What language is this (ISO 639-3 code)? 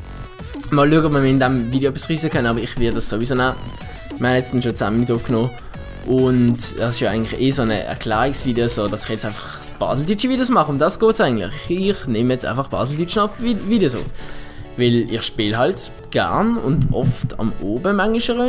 gsw